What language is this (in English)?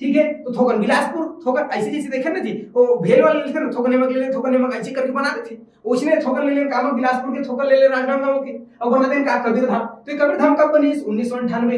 Chhattisgarhi